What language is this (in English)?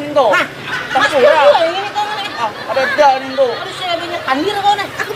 Banjar